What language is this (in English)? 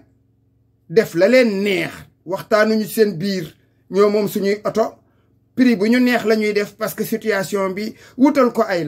Wolof